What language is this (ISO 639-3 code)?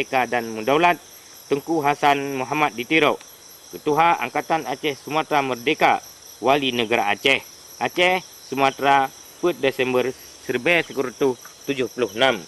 ace